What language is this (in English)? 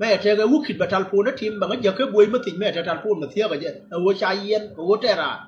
Nuer